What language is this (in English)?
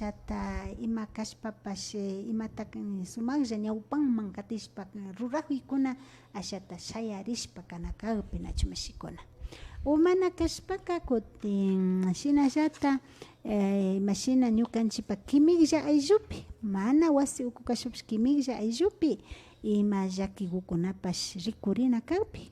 Imbabura Highland Quichua